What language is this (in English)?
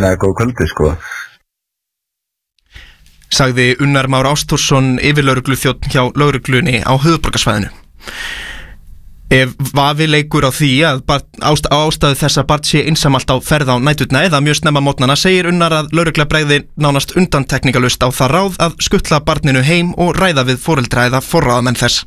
Icelandic